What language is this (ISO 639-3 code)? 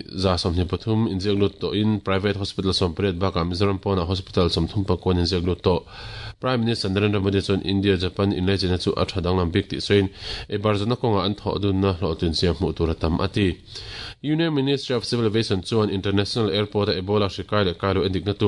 lus